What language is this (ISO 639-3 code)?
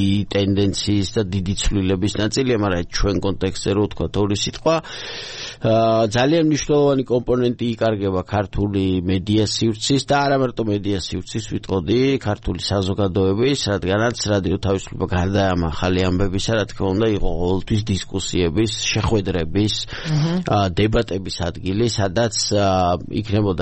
kat